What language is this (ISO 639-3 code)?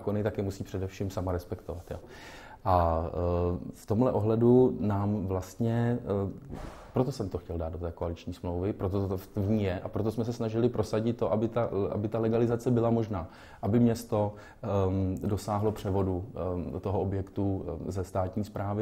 ces